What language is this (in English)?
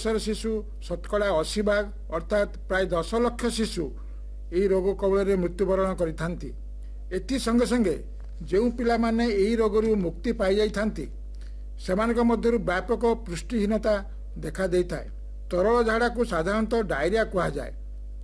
Odia